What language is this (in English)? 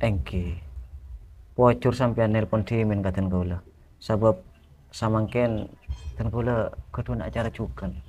Madurese